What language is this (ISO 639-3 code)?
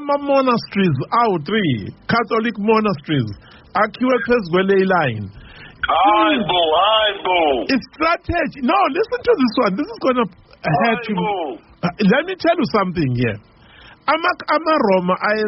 zul